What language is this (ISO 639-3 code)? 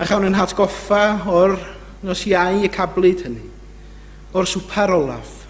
cym